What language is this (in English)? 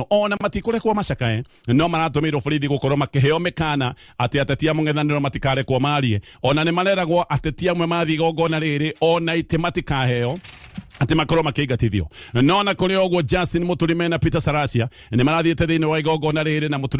Kikuyu